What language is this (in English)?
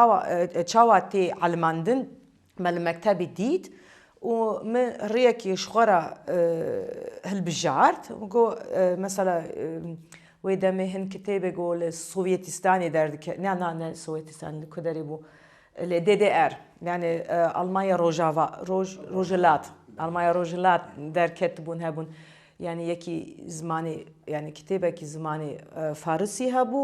Kurdish